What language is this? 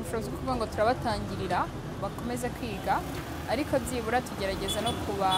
Kinyarwanda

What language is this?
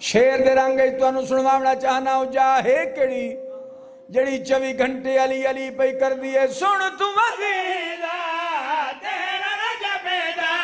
Saraiki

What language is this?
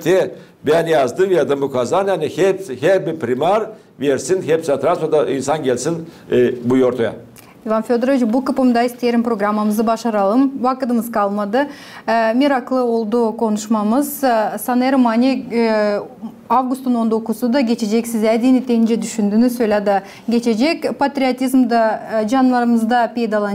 Gagauz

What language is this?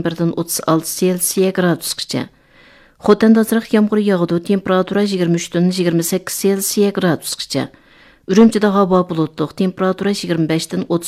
Uyghur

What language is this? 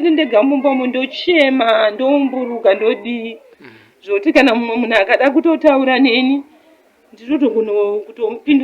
Shona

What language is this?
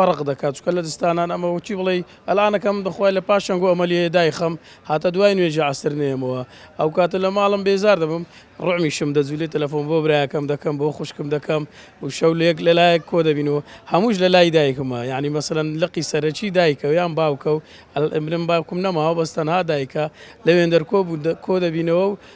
Central Kurdish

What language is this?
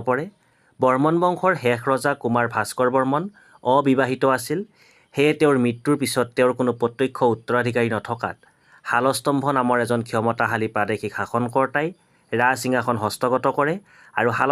Assamese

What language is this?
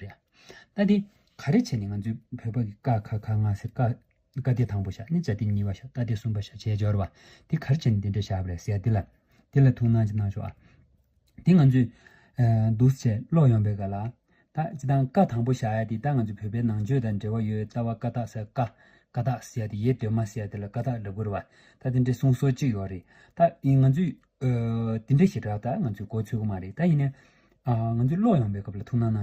Tibetan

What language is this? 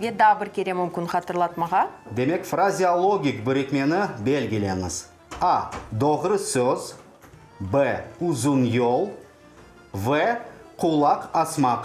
Crimean Tatar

